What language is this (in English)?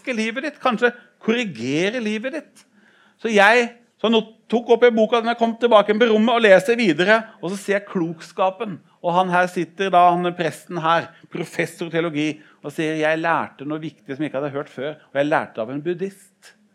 Norwegian